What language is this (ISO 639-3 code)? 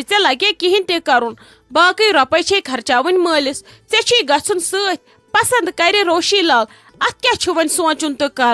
kas